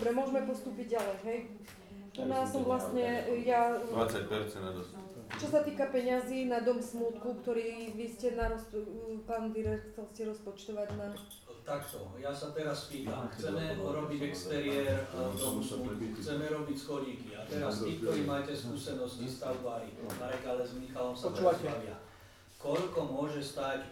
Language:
Slovak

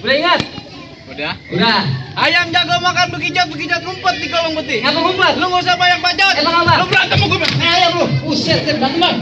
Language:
Betawi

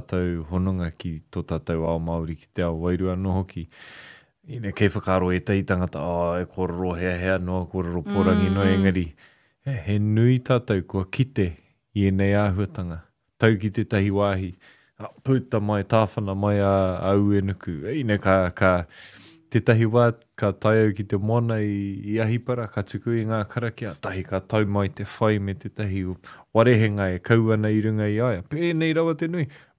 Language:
Māori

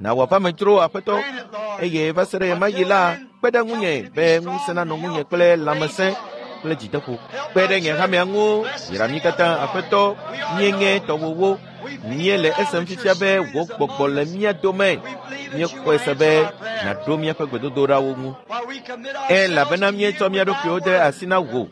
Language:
Ewe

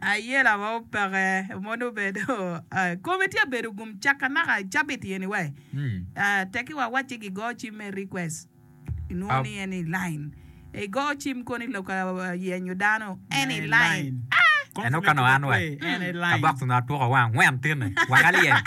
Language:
Acoli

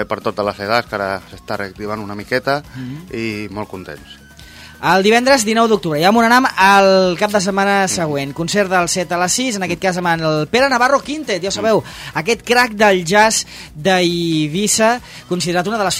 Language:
Catalan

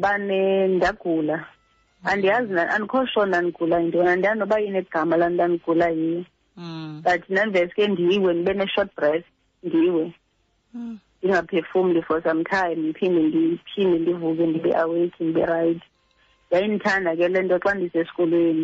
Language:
Xhosa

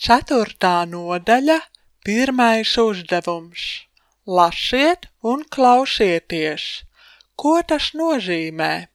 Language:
Latvian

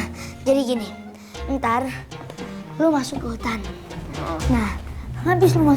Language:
Betawi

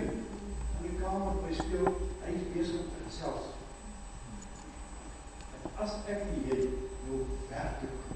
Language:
Afrikaans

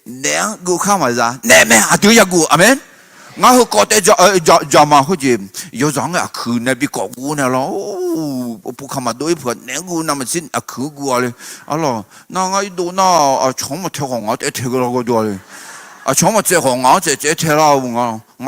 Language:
Akha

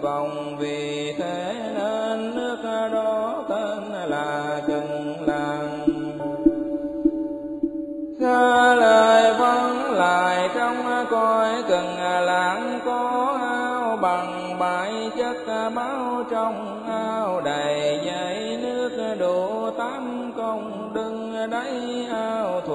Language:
Vietnamese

